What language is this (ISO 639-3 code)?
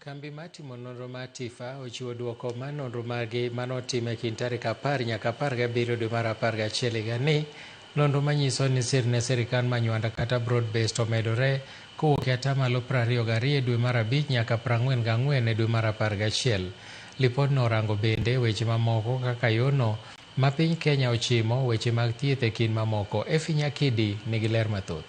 luo